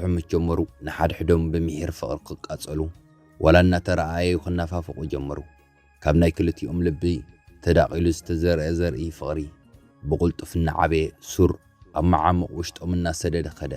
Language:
Tigrinya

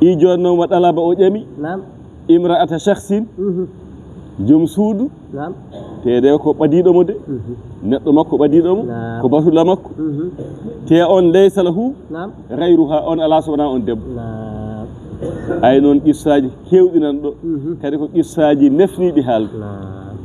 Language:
Fula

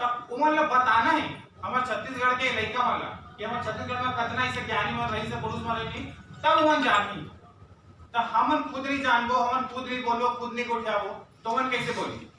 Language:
Chhattisgarhi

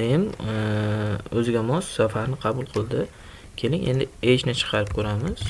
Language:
Uzbek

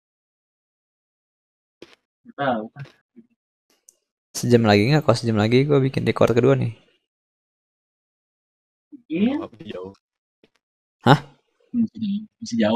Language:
Indonesian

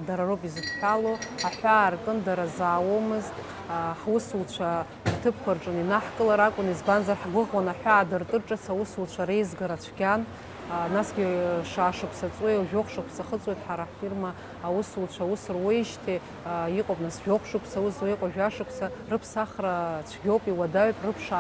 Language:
Abkhazian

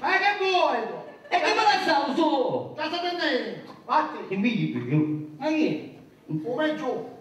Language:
Neapolitan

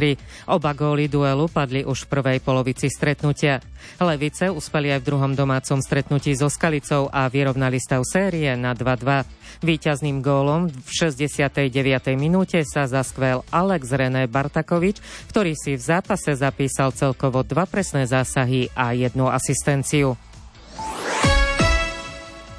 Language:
Slovak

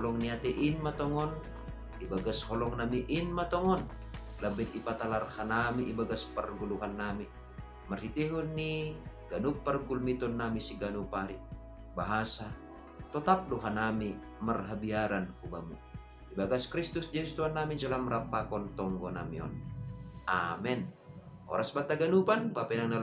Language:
Batak Simalungun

